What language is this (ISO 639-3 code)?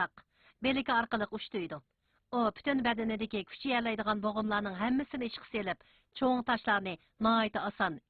uig